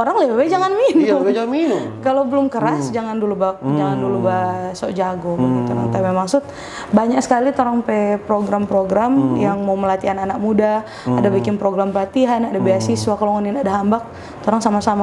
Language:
Manado Malay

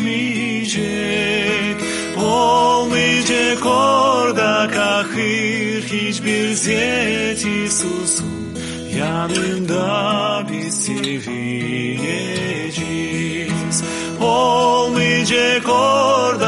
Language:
Gagauz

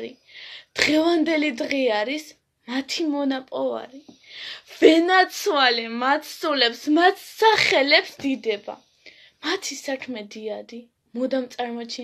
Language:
Georgian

